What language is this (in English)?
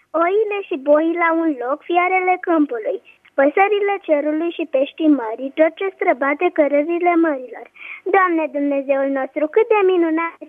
Romanian